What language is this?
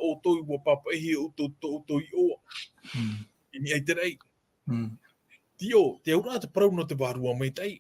Tahitian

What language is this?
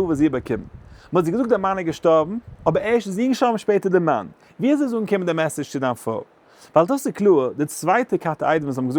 Yiddish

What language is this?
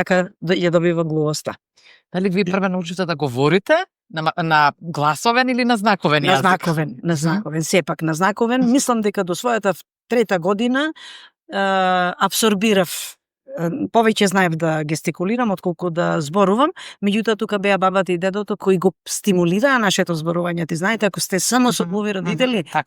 Macedonian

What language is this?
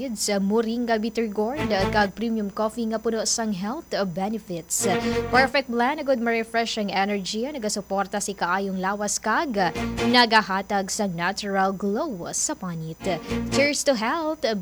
Hiligaynon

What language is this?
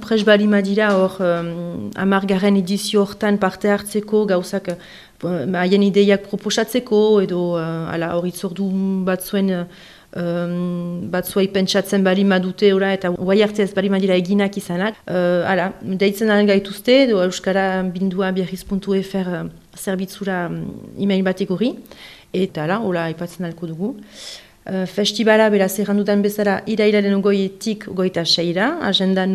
Basque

